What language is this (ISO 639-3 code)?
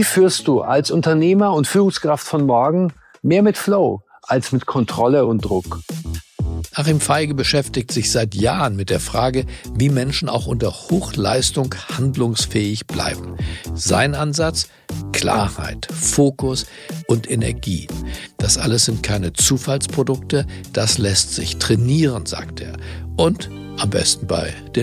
deu